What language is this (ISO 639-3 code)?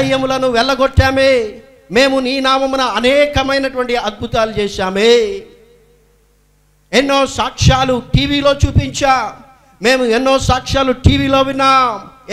tel